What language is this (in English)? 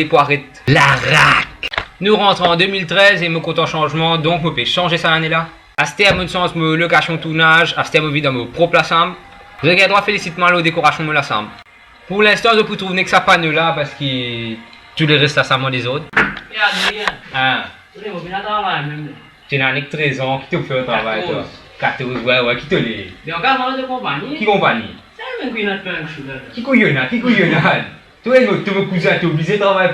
Morisyen